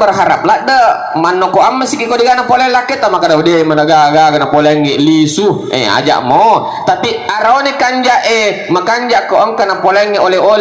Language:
Buginese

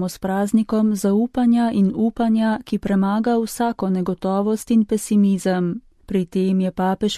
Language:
Slovenian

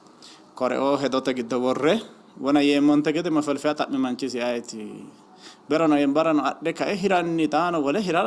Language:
Sidamo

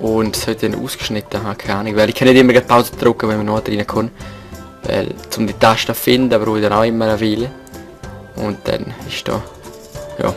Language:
Swiss German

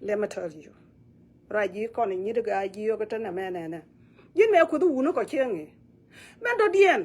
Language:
Nuer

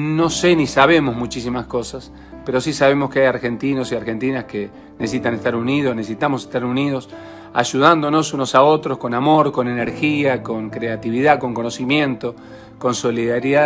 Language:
Spanish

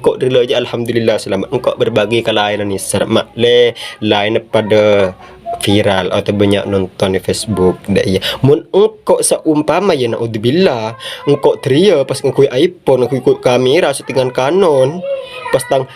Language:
Madurese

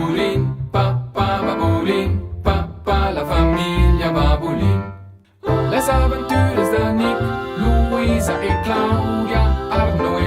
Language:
Romansh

